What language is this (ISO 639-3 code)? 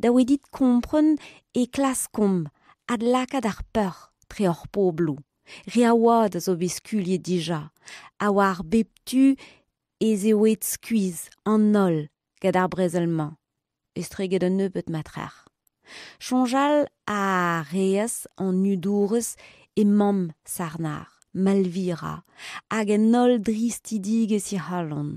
bre